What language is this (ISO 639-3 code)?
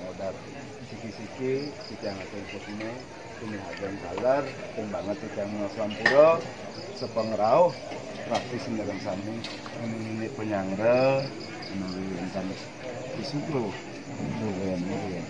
ban